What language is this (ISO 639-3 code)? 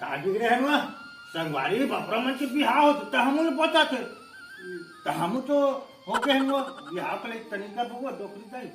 hne